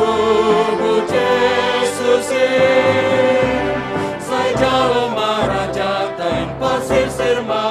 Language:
Batak Simalungun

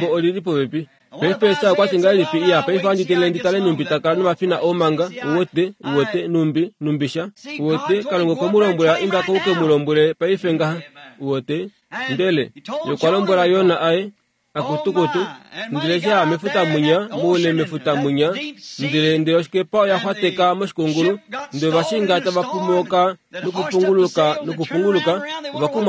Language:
Kuanyama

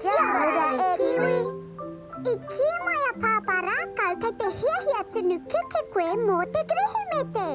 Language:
Māori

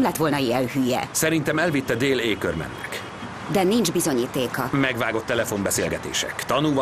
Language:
Hungarian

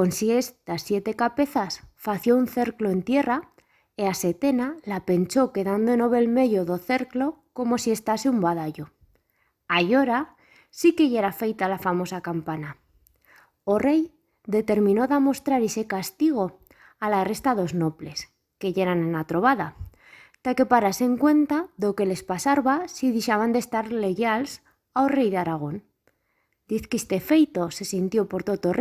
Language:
Aragonese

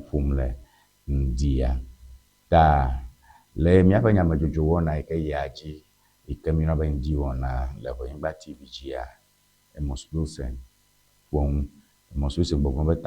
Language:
Ewe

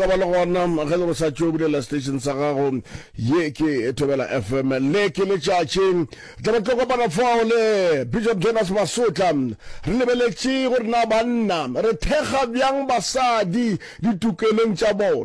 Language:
Northern Sotho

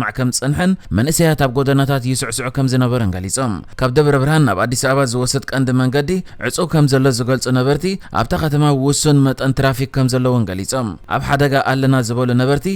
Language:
Tigrinya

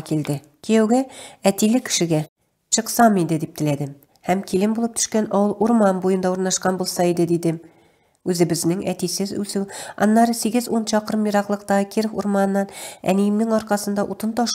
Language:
Tatar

